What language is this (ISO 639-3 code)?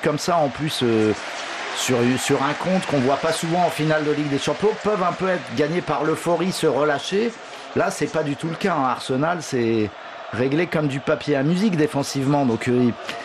fra